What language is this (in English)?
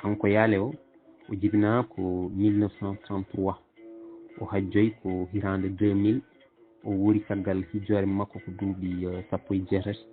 Fula